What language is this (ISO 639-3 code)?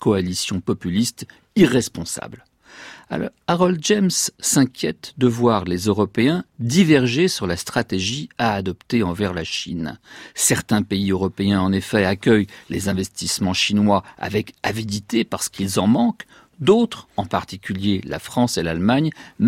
fra